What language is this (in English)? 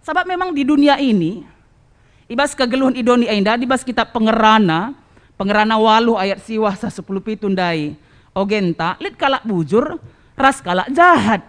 Batak Karo